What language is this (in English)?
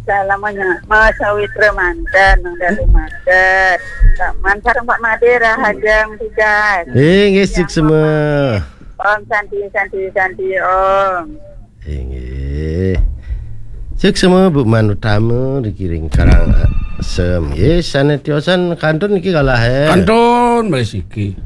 Balinese